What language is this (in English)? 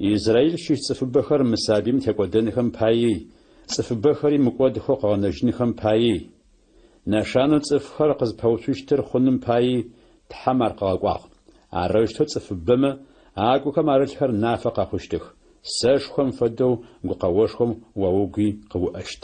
Adyghe